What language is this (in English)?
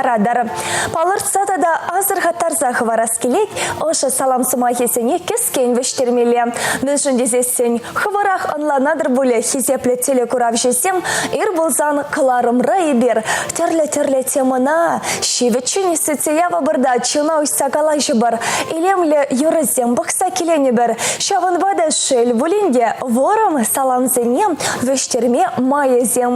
Chuvash